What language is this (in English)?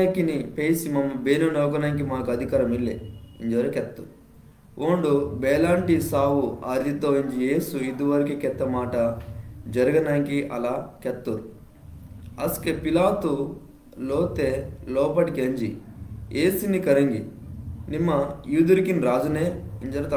Koya